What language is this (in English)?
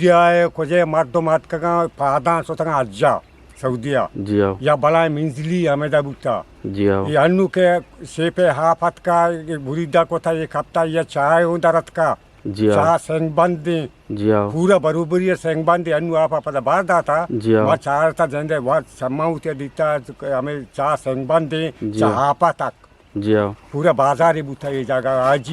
Eastern Balochi